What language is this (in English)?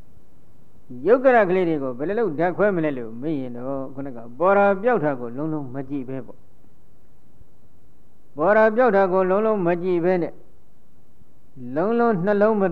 Burmese